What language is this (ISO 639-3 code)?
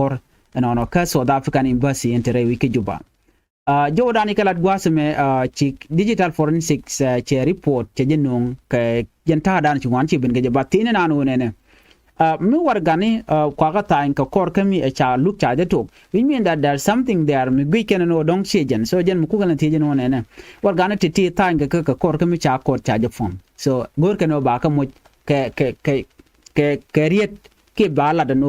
nus